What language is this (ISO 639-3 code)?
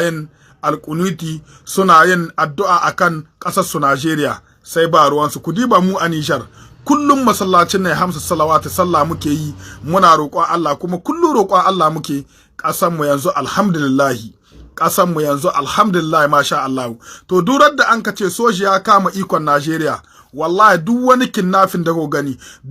hau